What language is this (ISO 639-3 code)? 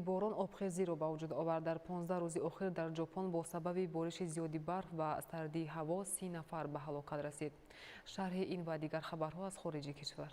tgk